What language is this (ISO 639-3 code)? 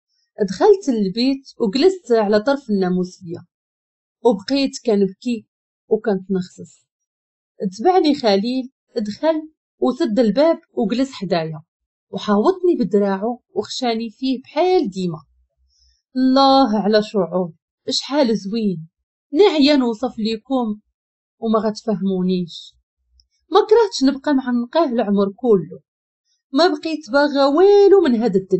ary